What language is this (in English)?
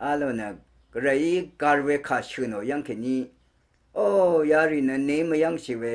Rawang